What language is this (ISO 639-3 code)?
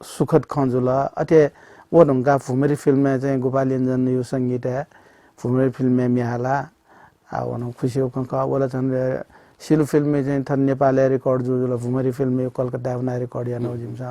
new